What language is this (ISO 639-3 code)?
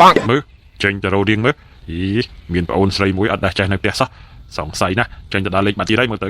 khm